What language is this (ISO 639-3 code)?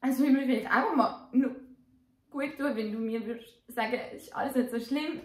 gsw